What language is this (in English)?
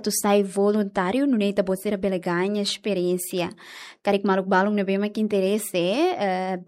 Tetum